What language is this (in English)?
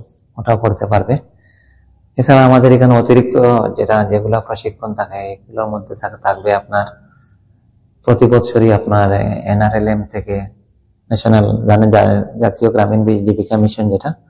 Bangla